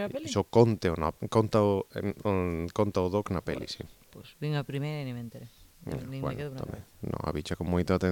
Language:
Galician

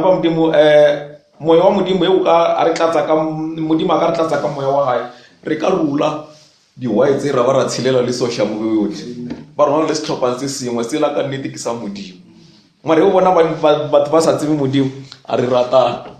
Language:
Northern Sotho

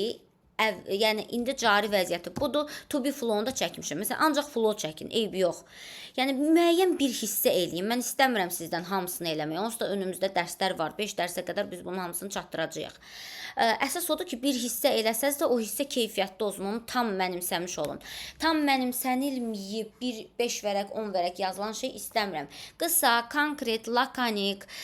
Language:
Azerbaijani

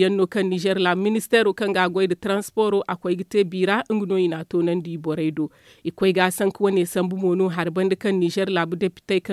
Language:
Zarma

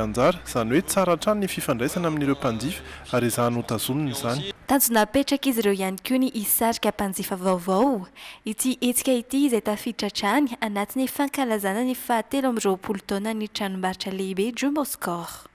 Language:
Malagasy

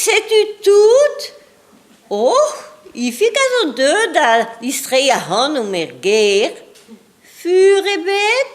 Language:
Breton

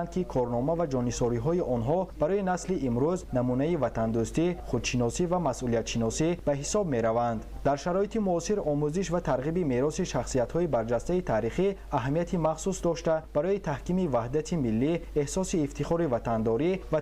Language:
Tajik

